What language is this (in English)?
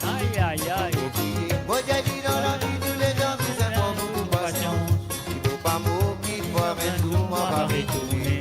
Morisyen